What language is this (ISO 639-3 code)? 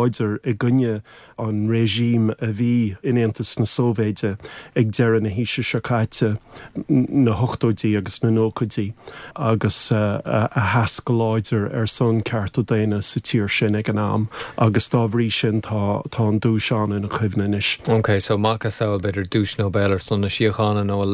gle